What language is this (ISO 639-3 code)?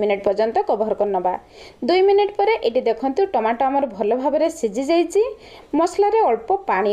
ori